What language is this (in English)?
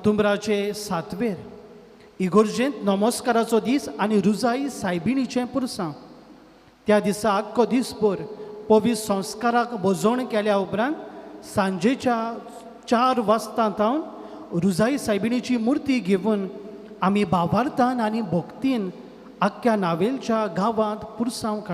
Konkani